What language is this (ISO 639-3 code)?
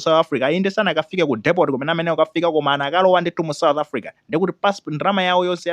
nya